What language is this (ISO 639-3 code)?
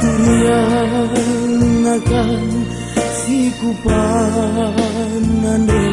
btx